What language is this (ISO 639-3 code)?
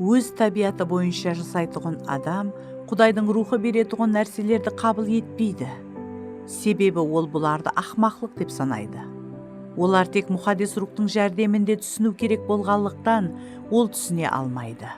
kaa